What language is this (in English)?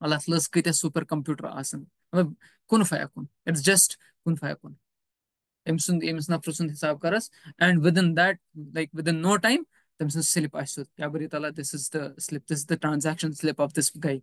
Kashmiri